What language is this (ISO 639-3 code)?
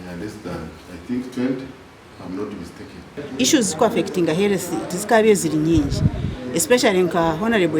nyn